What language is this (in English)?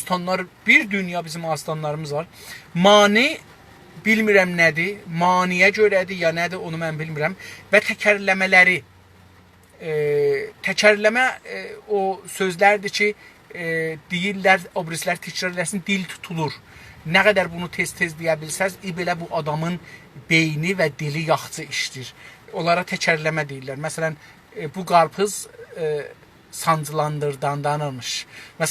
South Azerbaijani